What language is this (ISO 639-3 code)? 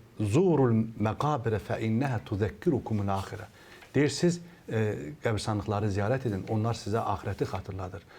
aze